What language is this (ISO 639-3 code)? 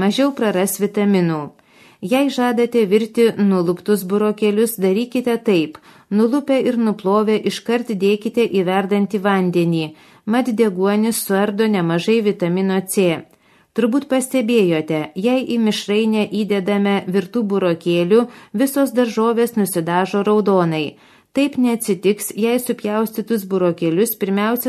lit